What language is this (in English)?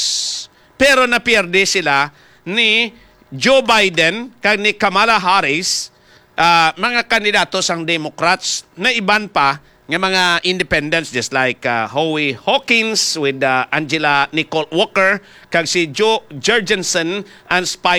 Hiligaynon